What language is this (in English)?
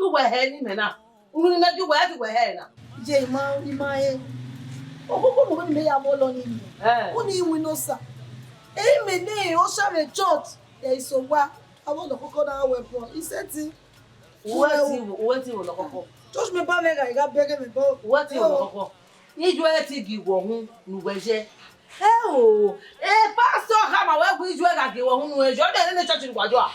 Bini